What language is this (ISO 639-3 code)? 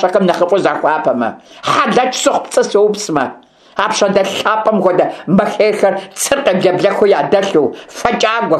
kbd